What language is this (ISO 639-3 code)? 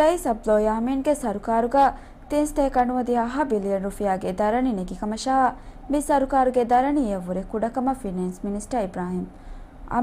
div